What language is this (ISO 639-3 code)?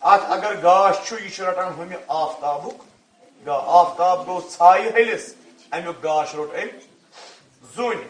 kas